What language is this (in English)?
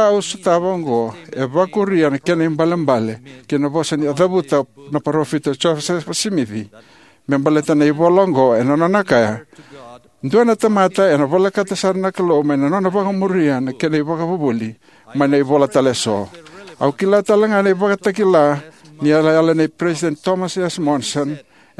Fijian